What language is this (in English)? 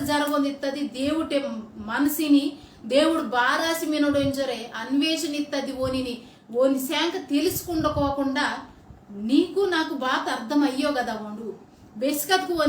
Koya